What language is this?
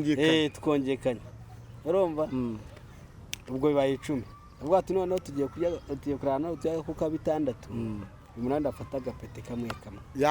Kinyarwanda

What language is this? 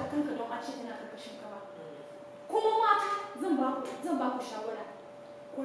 Hausa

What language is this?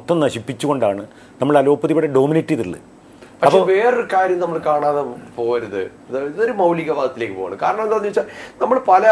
Malayalam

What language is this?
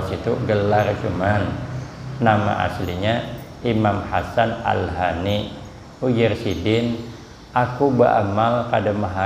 Banjar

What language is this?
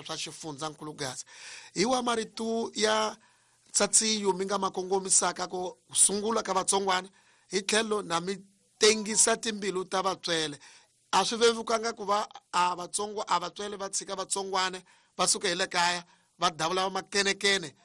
Tsonga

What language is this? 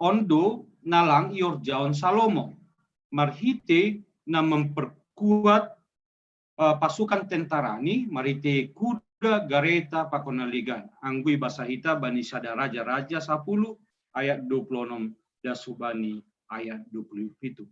Batak Simalungun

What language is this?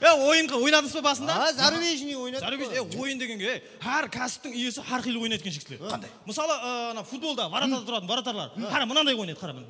Kara-Kalpak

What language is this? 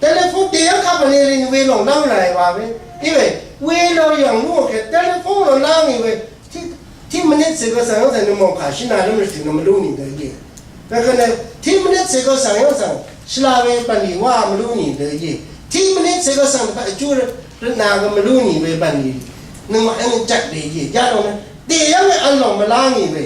Rawang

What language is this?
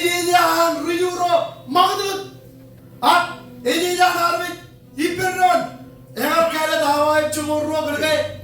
Marshallese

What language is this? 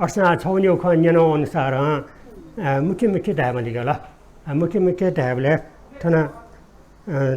Newari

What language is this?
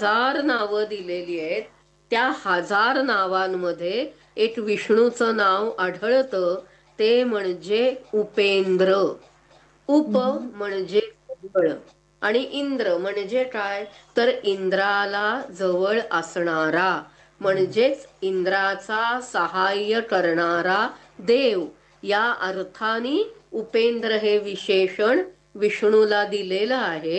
Marathi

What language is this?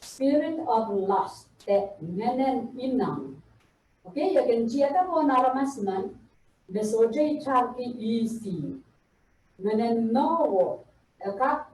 Pohnpeian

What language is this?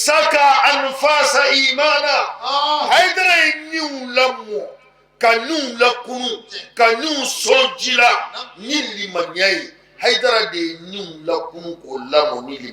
Bambara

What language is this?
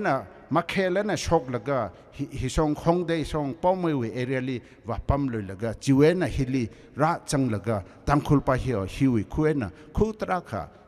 Tangkhul Naga (India)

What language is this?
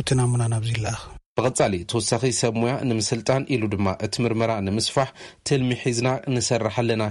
Tigrinya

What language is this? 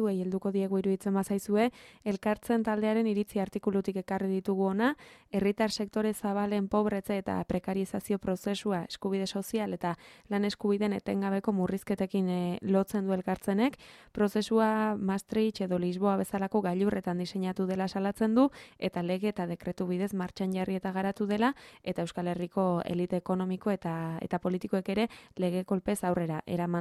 Basque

